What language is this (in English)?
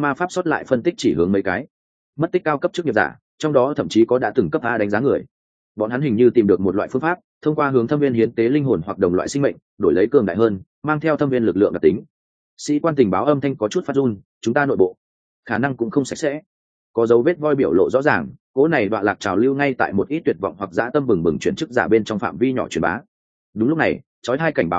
Vietnamese